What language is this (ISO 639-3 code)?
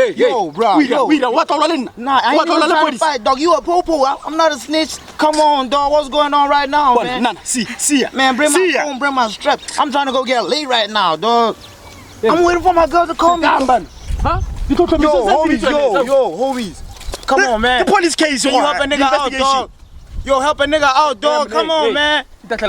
tsn